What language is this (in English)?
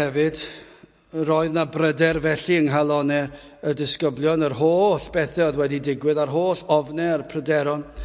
Welsh